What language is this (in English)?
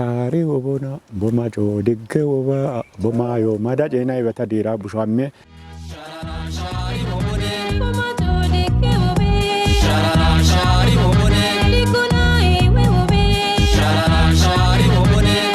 Kafa